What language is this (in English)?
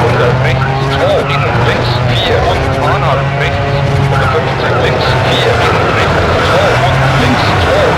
Bavarian